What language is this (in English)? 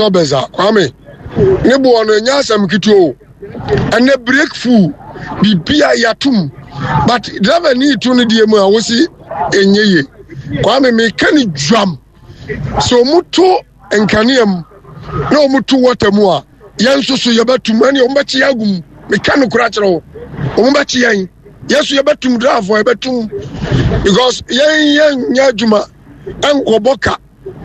Akan